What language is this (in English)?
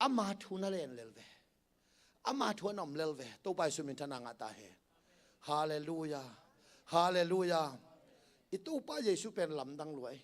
Tedim Chin